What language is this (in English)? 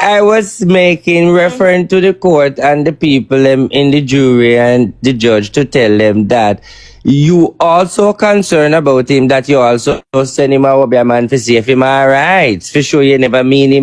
Jamaican Creole English